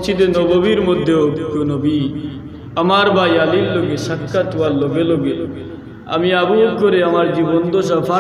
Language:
Sylheti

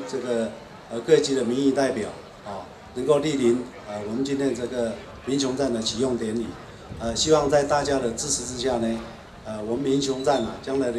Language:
Chinese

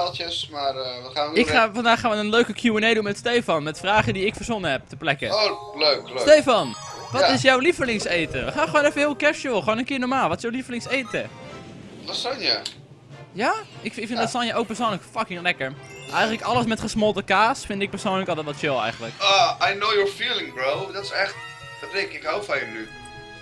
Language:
Dutch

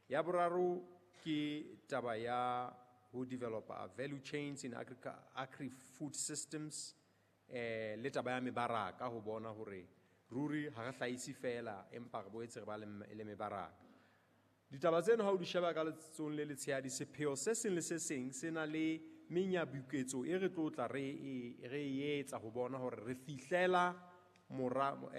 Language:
Southern Sotho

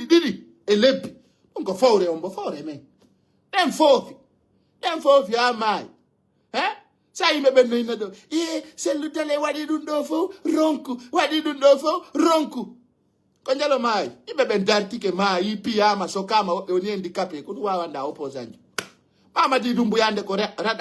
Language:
Fula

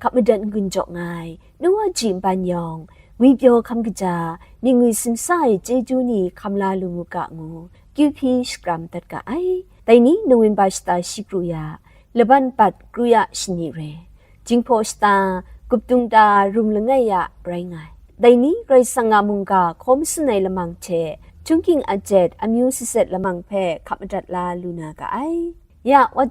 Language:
Kachin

